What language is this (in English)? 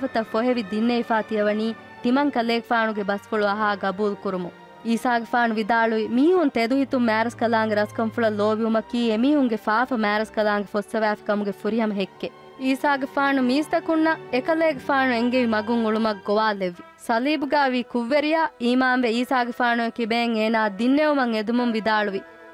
Divehi